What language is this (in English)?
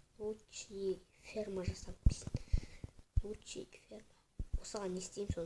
Kazakh